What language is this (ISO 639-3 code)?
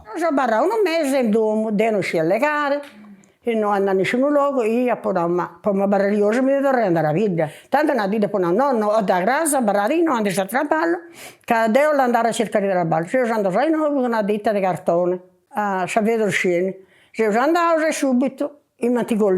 srd